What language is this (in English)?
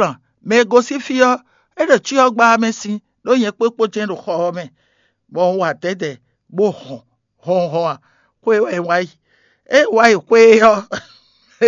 Fon